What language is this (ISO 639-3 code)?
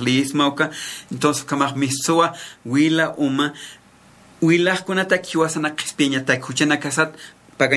aym